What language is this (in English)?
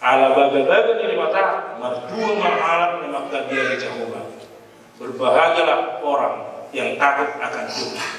Batak Toba